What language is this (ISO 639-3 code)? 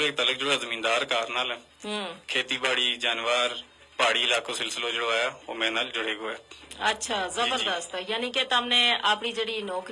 gju